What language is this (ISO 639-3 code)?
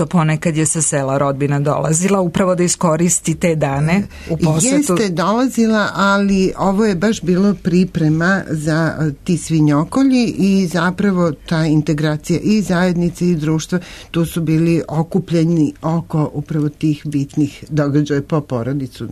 srp